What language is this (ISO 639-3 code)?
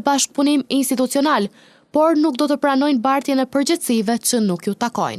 sqi